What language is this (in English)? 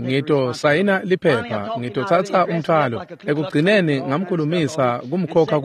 Swati